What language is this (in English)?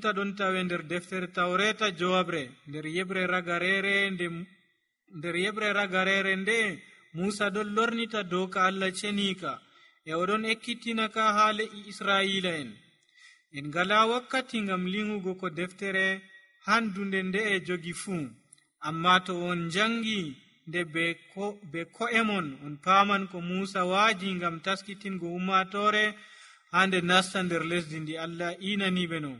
Nigerian Fulfulde